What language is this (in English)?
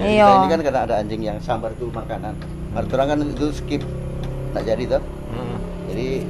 Manado Malay